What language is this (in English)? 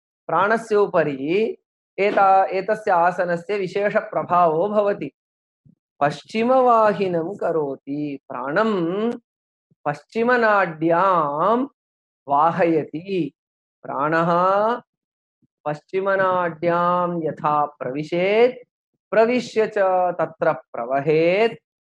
Sanskrit